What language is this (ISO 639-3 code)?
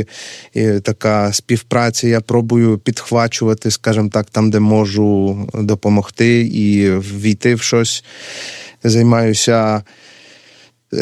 ukr